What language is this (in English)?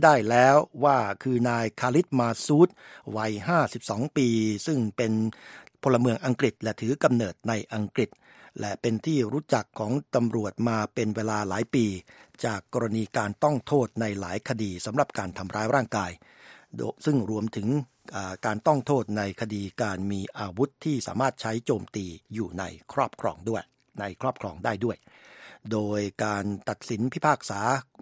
Thai